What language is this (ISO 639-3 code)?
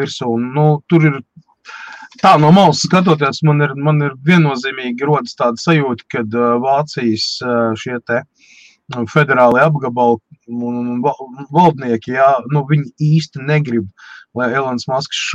lav